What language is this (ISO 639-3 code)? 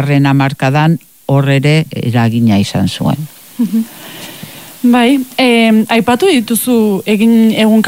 eus